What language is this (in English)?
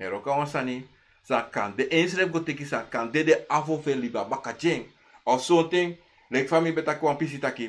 Sranan Tongo